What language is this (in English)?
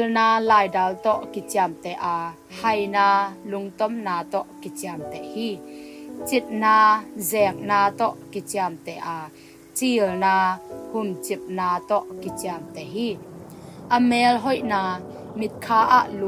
Tedim Chin